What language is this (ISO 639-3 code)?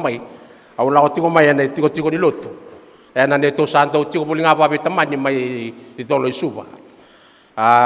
fij